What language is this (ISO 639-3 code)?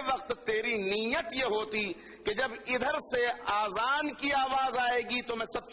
urd